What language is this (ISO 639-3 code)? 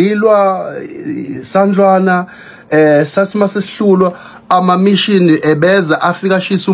zul